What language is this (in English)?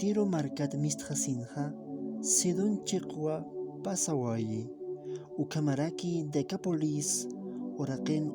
Aymara